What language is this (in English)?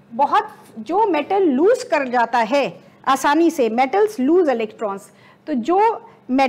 Hindi